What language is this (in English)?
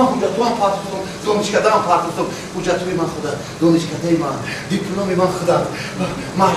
Tajik